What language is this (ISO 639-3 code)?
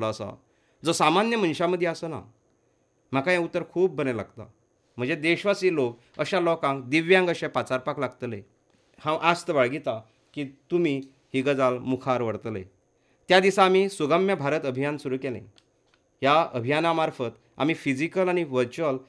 kok